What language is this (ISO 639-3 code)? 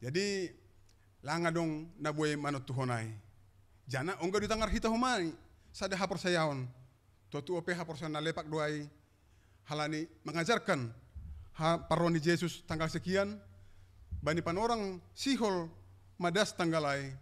bts